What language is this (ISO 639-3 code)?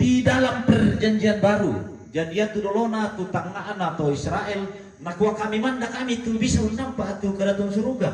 sda